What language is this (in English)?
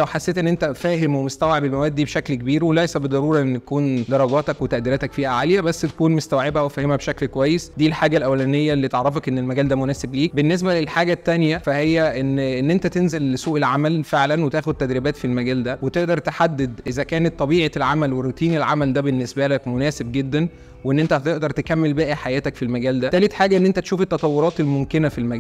Egyptian Arabic